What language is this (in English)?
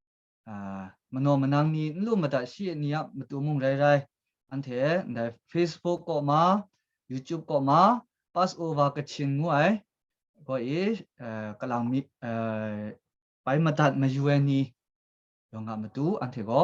Kachin